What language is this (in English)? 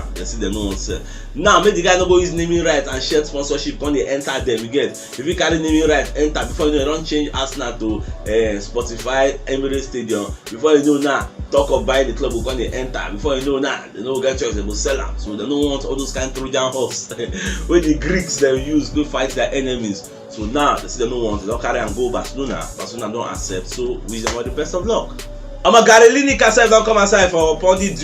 Nigerian Pidgin